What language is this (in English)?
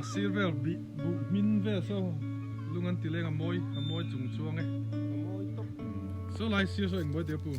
Mizo